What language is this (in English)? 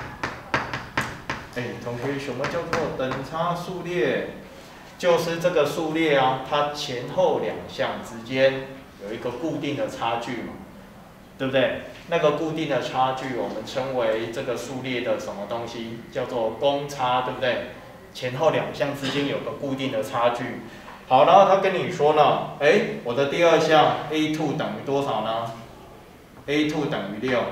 Chinese